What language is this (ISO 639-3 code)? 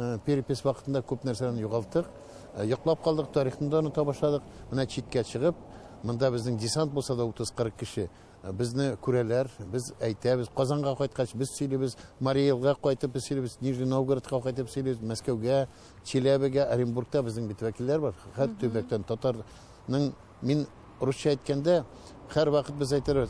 tat